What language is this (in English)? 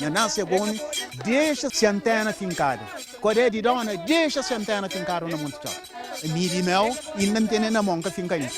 Kabuverdianu